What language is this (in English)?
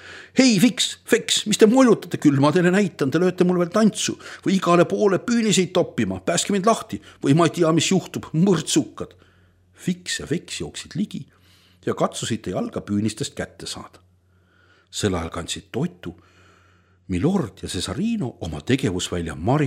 Estonian